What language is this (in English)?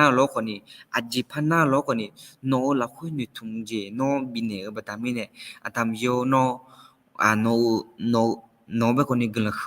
Akha